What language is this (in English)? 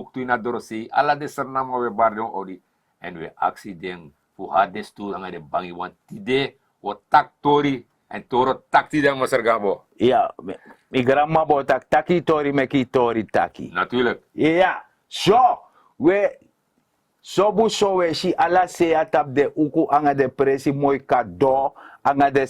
Sranan Tongo